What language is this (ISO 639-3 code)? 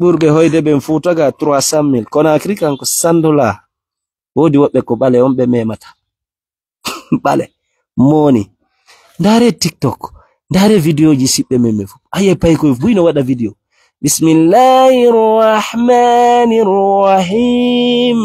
ful